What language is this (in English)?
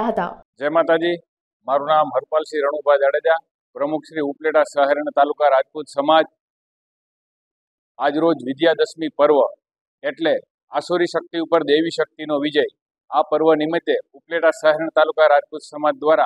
Gujarati